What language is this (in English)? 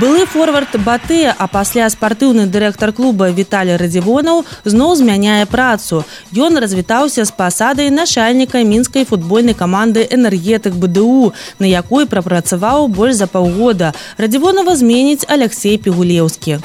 Belarusian